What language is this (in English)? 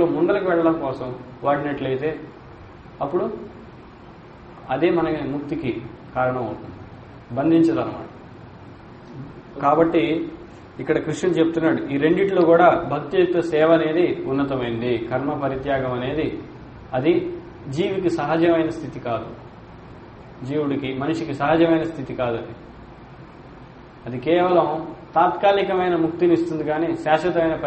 Telugu